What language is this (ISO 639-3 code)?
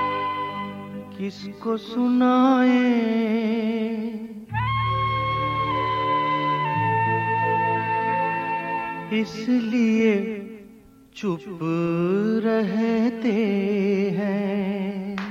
hin